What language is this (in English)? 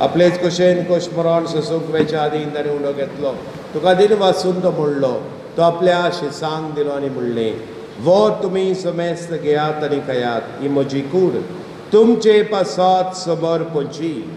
Konkani